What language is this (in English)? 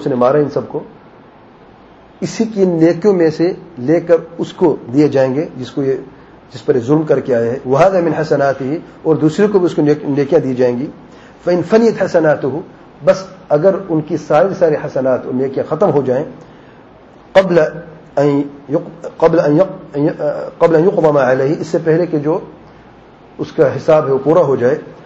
Urdu